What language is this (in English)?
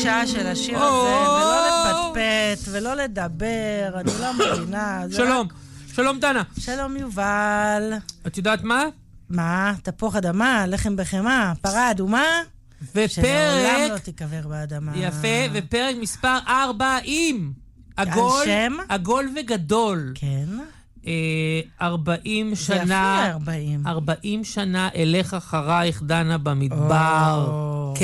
Hebrew